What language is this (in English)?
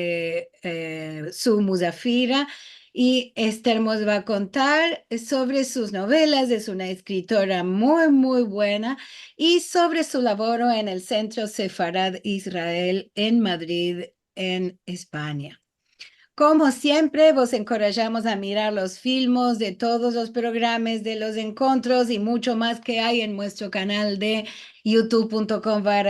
Ladino